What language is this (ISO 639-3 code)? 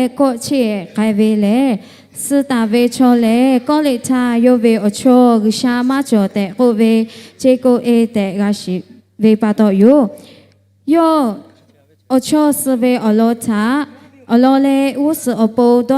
lhu